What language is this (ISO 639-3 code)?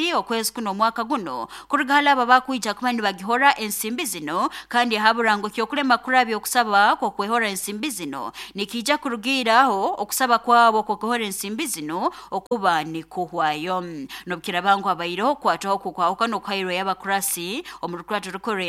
nyo